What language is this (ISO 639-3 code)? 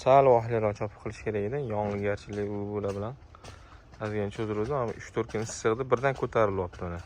uzb